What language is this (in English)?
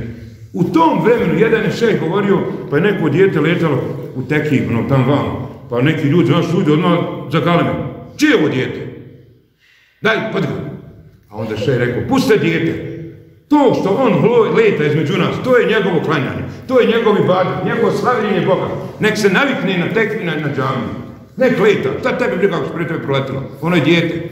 Bosnian